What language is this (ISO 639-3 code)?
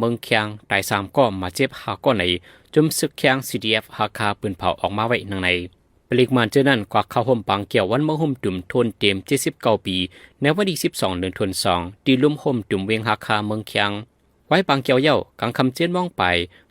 shn